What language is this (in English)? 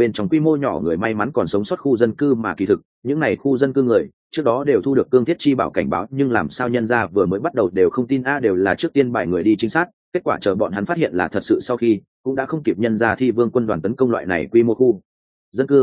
Vietnamese